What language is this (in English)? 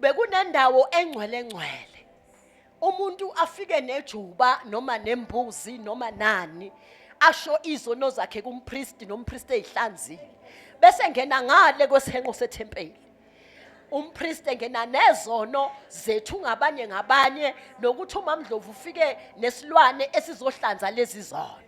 Zulu